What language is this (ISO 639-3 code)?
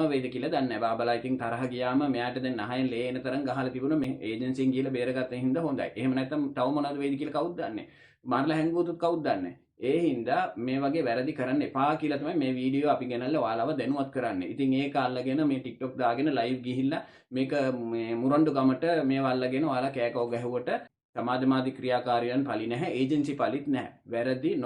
sin